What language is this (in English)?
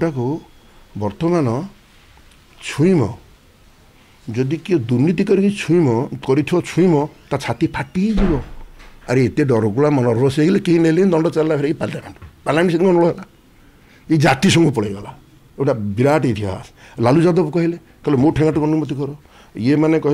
Odia